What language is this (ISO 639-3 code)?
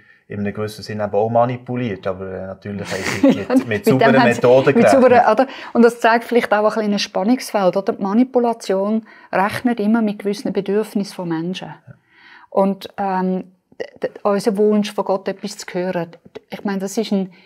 gsw